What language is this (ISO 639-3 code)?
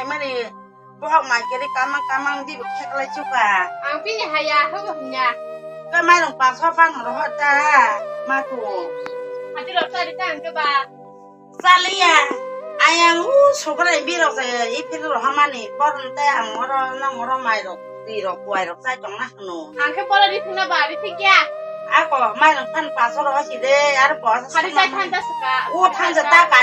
trp